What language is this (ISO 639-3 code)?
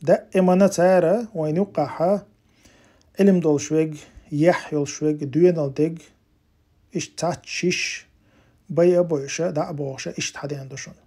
che